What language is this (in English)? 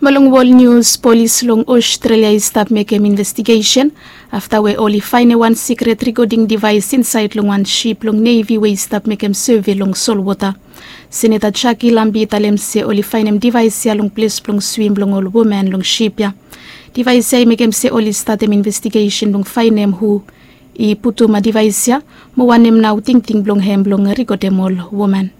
Bislama